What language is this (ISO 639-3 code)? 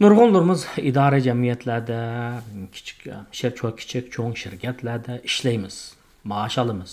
uig